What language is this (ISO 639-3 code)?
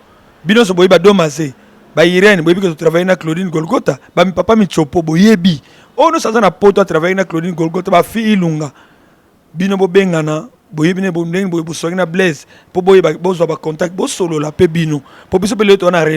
lin